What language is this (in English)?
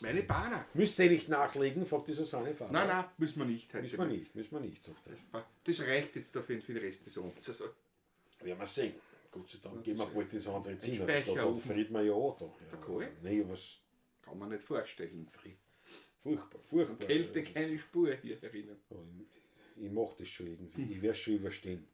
Bavarian